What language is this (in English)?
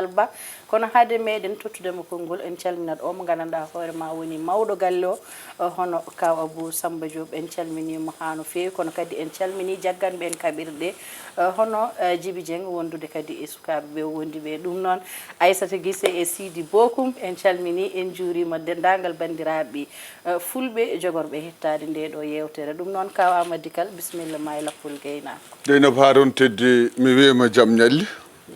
Fula